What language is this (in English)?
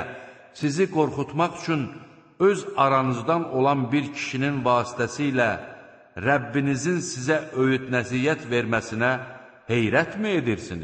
Azerbaijani